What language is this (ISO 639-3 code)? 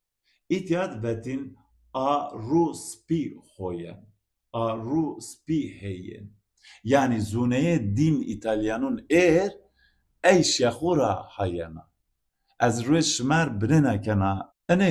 zza